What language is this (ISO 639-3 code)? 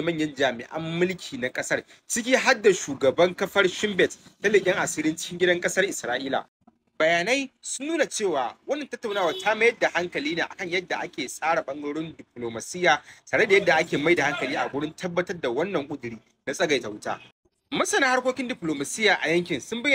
hau